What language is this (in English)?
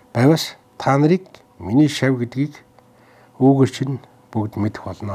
Mongolian